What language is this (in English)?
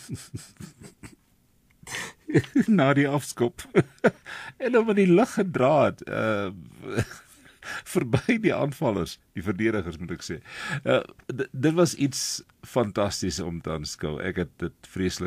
Afrikaans